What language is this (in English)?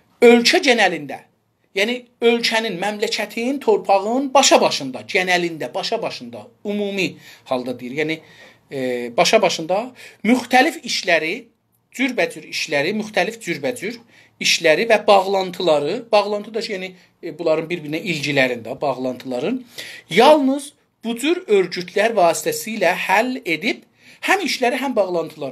South Azerbaijani